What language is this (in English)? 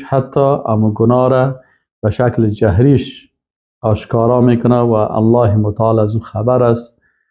Persian